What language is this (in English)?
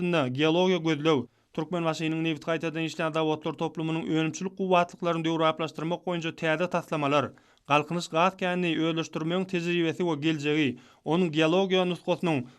Turkmen